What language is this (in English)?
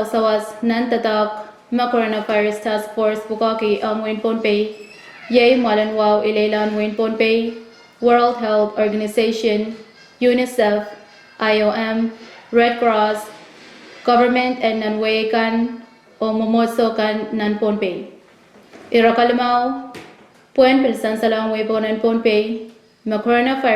Pohnpeian